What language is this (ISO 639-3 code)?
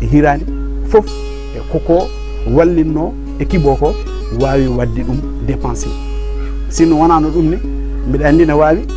ful